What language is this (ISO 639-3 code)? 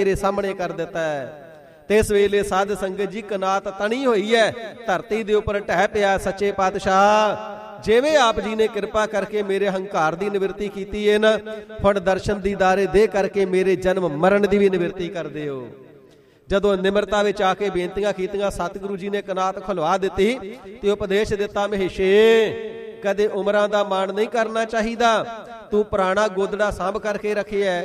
pan